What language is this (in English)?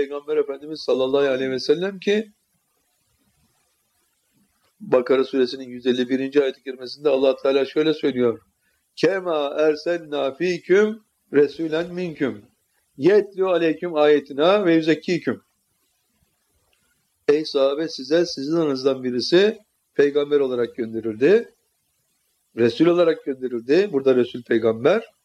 Turkish